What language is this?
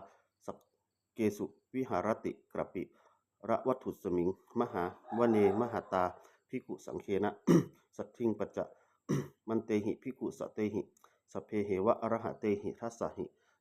Pali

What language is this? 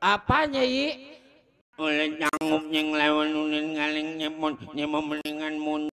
Betawi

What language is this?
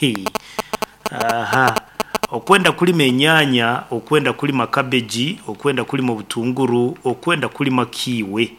Nyoro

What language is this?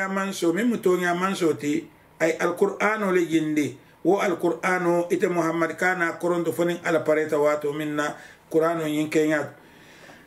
Mandingo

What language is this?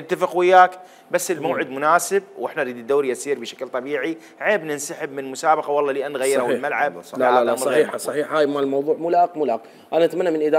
Mesopotamian Arabic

